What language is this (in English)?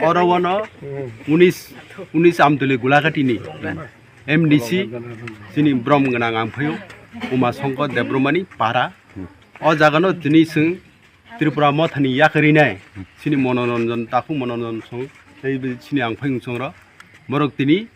Kok Borok